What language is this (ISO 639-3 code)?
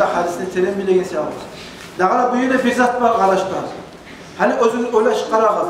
kum